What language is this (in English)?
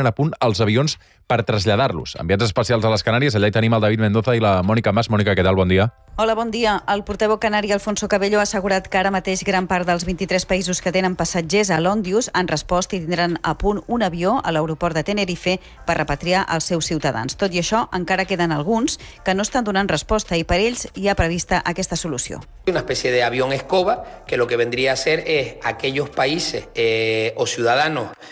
Catalan